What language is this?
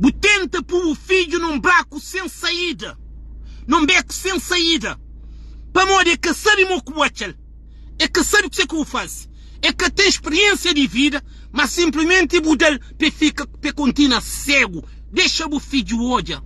Kabuverdianu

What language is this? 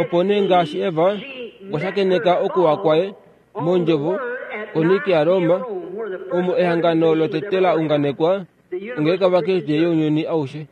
Kuanyama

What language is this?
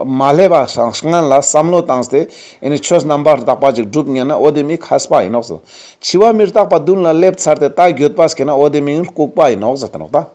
Ladakhi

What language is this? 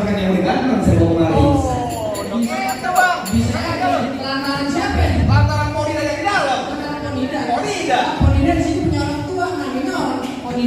Betawi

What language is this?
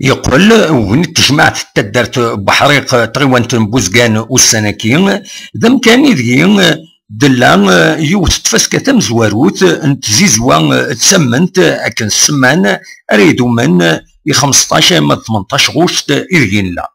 Kabyle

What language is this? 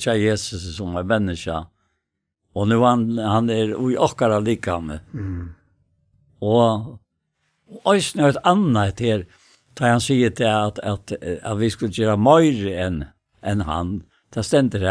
Faroese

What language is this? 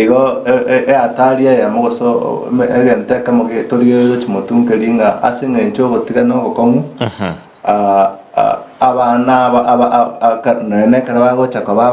Gusii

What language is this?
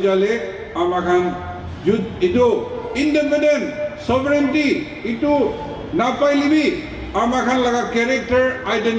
Naga Pidgin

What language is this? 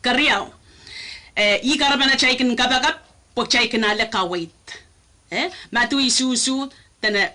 Pohnpeian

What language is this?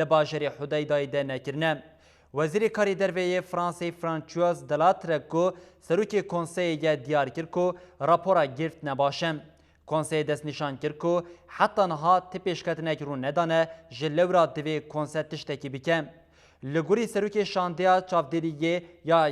Kurdish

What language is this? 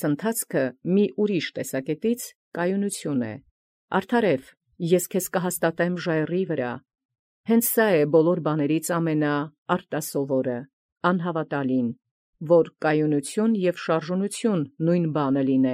Armenian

